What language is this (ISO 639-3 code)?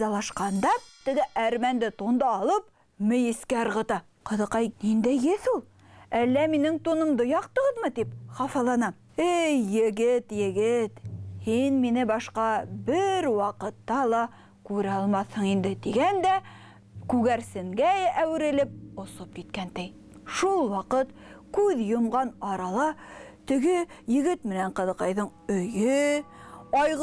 bak